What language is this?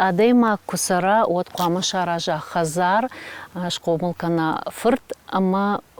Ossetic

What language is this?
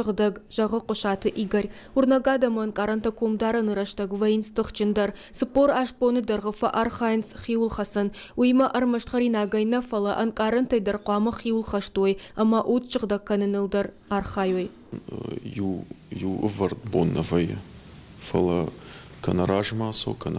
Ossetic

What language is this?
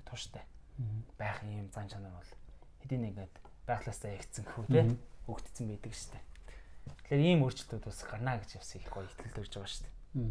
Mongolian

